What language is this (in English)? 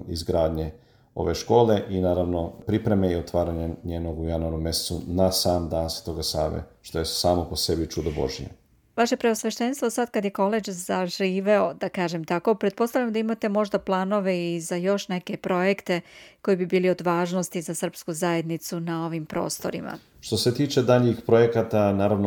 Serbian